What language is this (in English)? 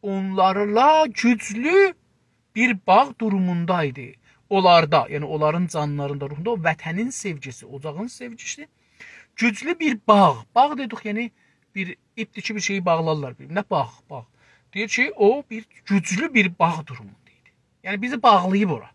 South Azerbaijani